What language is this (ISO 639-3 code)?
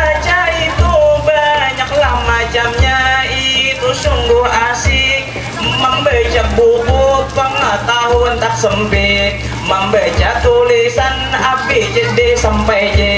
bjn